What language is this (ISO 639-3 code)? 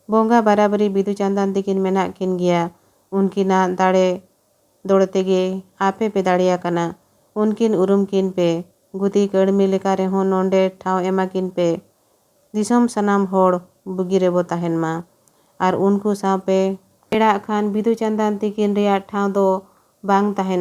sat